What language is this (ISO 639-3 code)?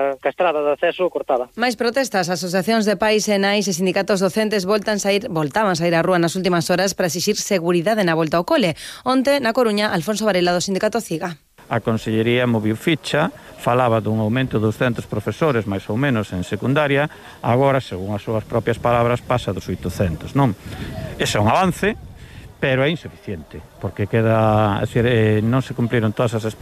glg